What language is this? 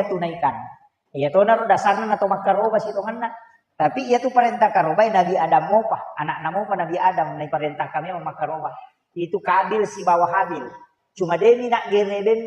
Buginese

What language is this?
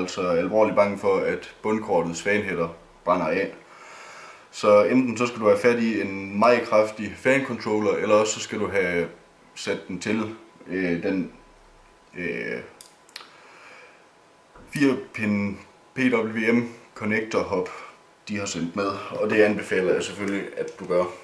Danish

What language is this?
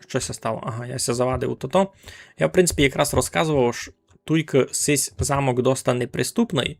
Rusyn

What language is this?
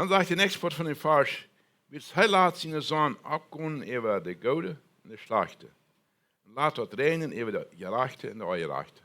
Plautdietsch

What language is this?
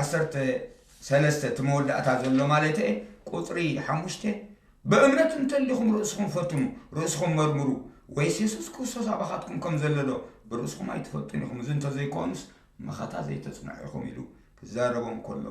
Tigrinya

